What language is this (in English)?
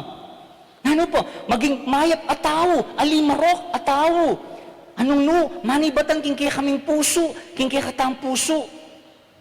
Pampanga